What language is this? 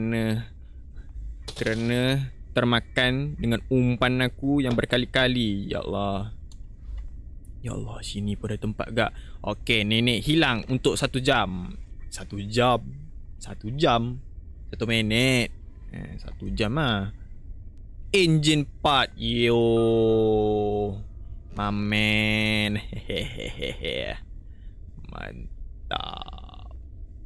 Malay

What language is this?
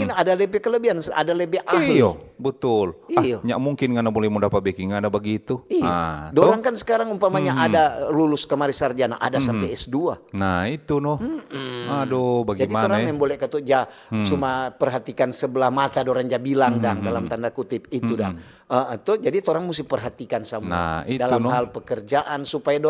Manado Malay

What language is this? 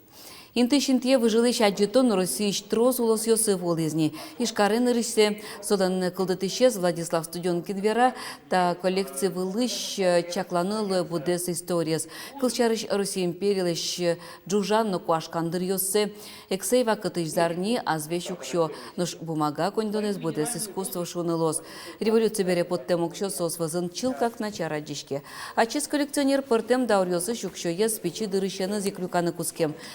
Udmurt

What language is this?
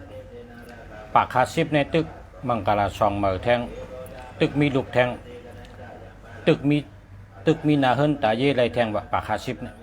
Shan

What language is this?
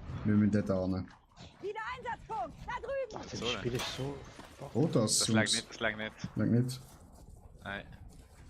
Swiss German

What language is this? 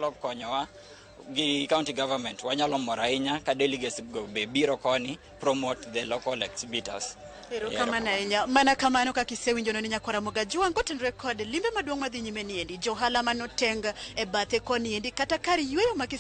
Luo (Kenya and Tanzania)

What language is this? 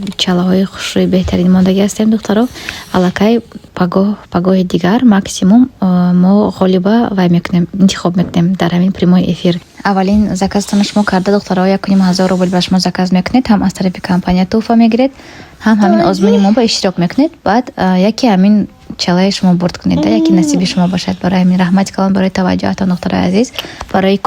Tajik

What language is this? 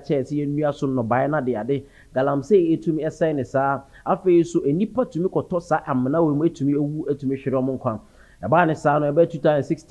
Akan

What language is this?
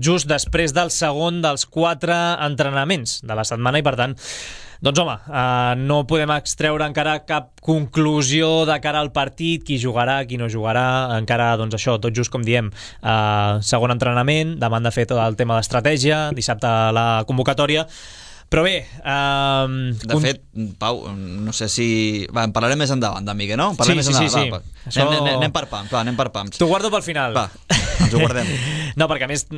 Catalan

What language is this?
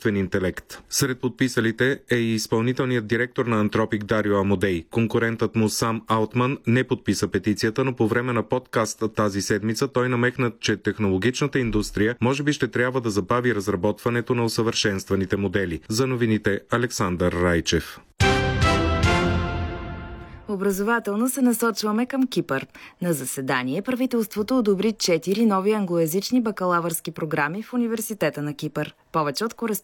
Bulgarian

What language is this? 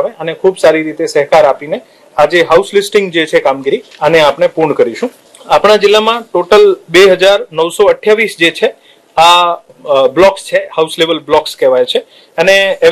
Gujarati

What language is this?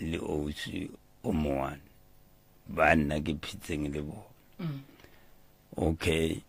Northern Sotho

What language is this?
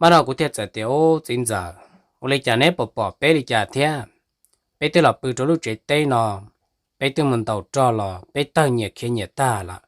Hmong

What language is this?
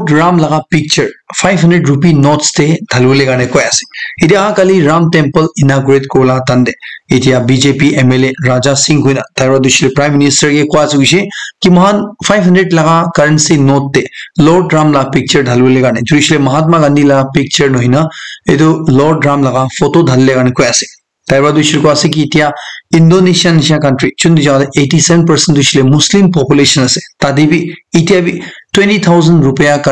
Naga Pidgin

